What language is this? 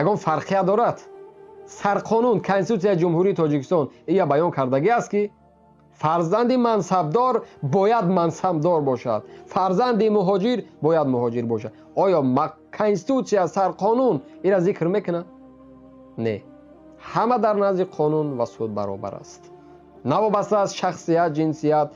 Tajik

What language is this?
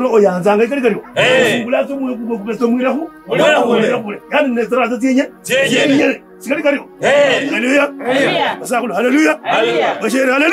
Kabras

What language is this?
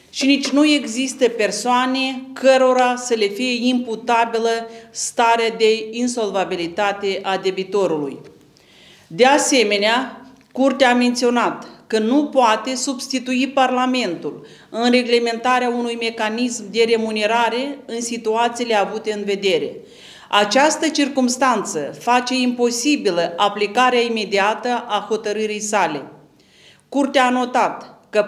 Romanian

